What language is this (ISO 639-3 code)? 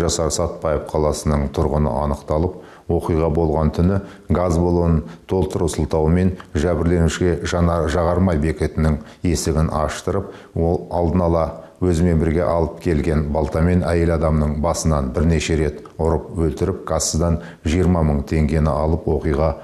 kaz